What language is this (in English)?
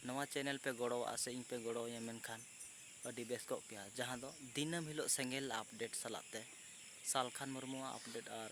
Santali